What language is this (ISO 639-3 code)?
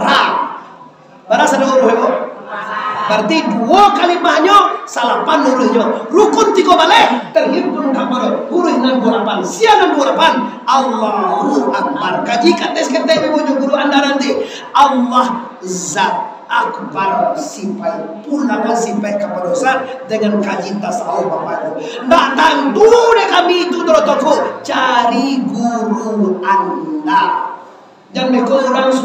min